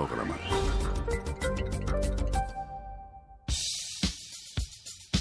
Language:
Greek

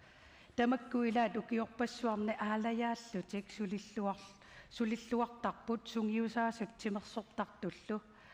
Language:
Kalaallisut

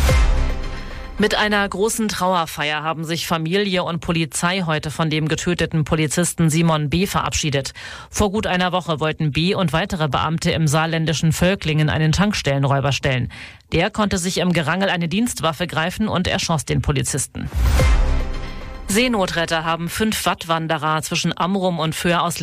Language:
German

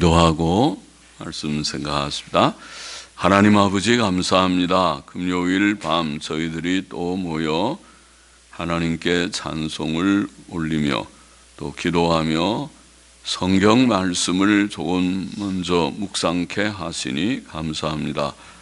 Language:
Korean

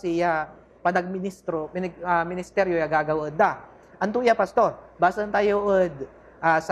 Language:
Pangasinan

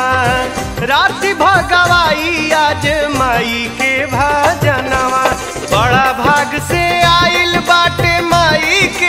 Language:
Bhojpuri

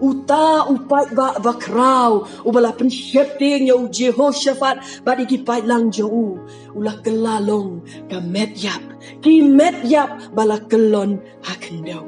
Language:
Khasi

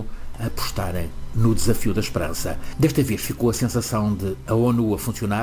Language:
Portuguese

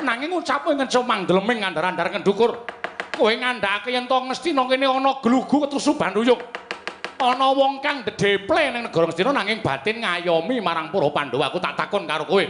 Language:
Javanese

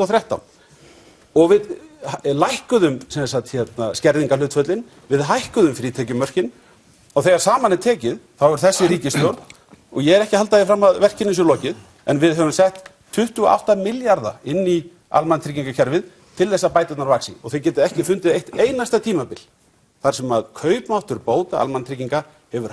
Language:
Icelandic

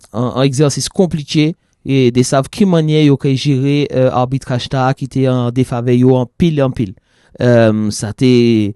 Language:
Occitan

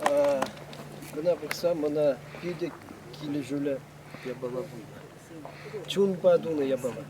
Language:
Chuvash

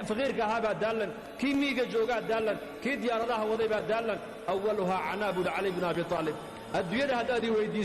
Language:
Somali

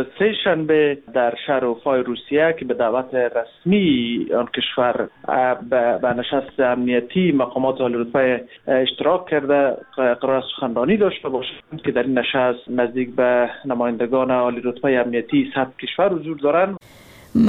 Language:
Persian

